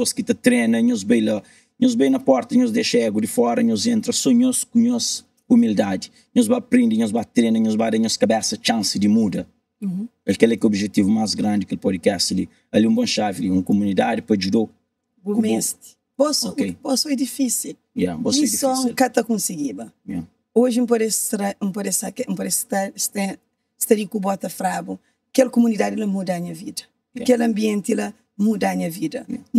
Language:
Kabuverdianu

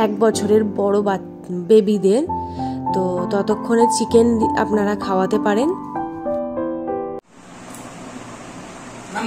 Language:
Bangla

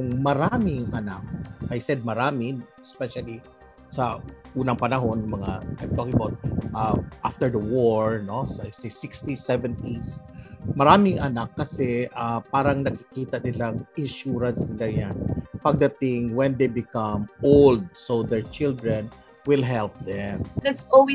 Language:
Filipino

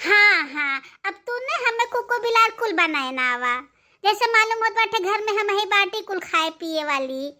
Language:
Bhojpuri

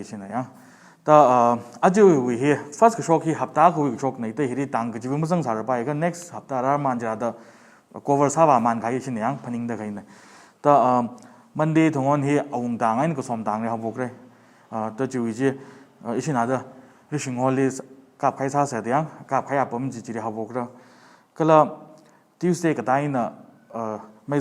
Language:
Tangkhul Naga (India)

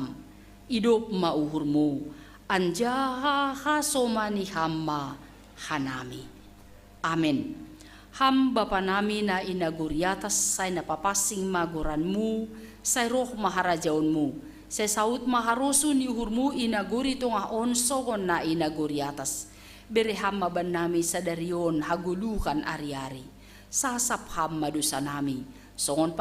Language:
Batak Simalungun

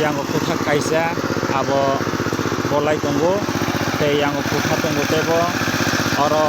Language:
Kok Borok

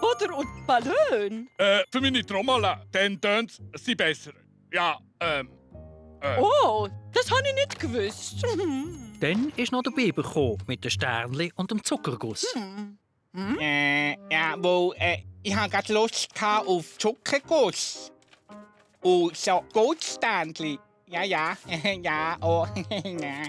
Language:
Swiss German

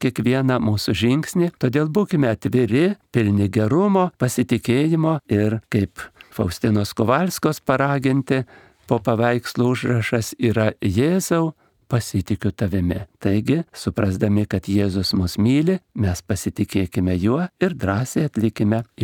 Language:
Lithuanian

